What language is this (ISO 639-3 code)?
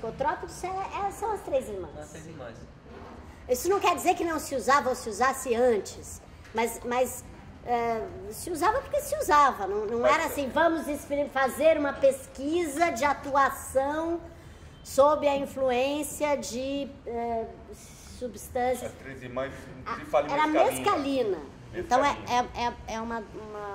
por